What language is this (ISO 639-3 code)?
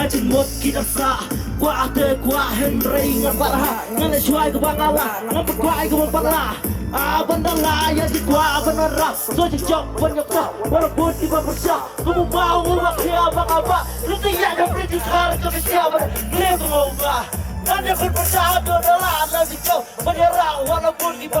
kha